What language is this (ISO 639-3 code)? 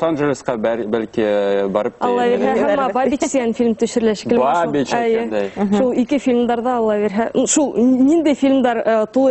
bak